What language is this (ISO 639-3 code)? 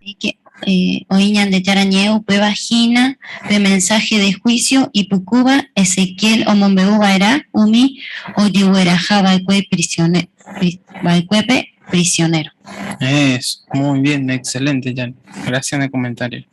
grn